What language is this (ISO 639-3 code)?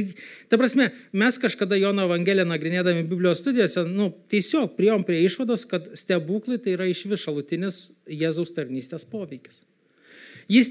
lit